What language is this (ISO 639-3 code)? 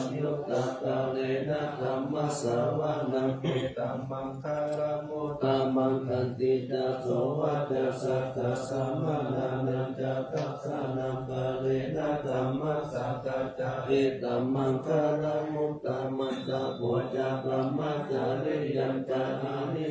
pli